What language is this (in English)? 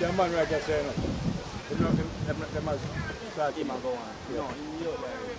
Jamaican Creole English